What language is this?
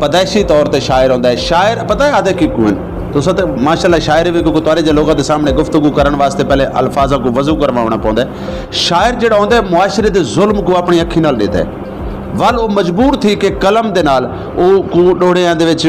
Saraiki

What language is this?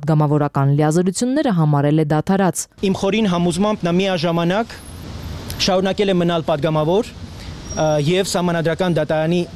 Armenian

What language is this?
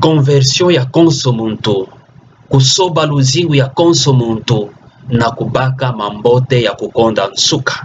Kituba (Democratic Republic of Congo)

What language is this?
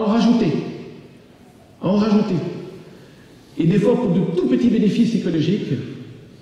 French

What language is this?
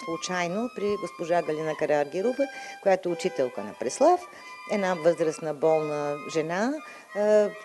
Bulgarian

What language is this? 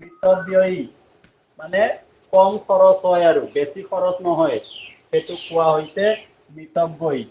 Assamese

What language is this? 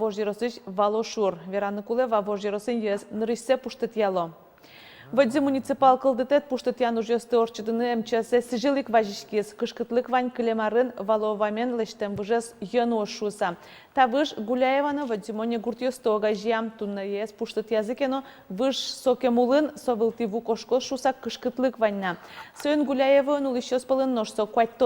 Udmurt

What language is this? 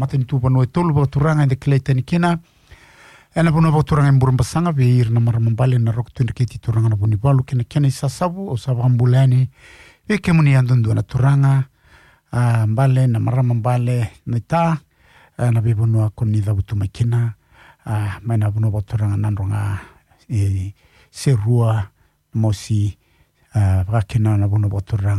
Fijian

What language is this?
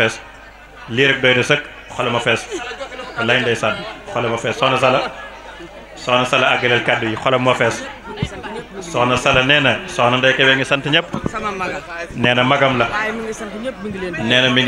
Wolof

